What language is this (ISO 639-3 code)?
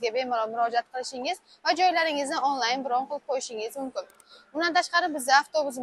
uzb